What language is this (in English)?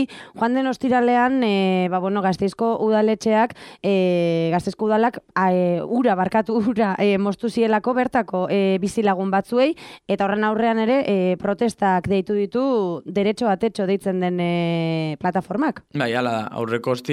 Basque